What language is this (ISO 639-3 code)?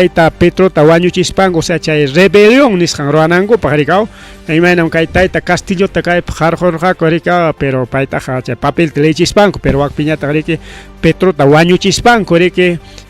quy